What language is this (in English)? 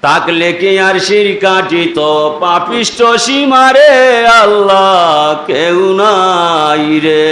Sylheti